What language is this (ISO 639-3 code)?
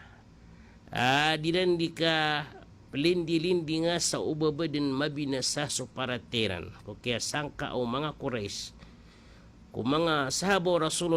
mrw